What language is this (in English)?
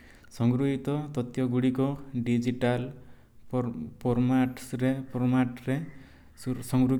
Odia